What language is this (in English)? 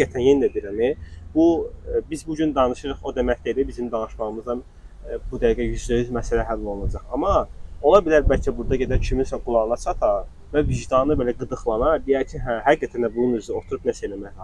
Azerbaijani